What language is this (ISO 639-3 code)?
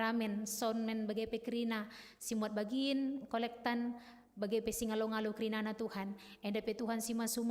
btx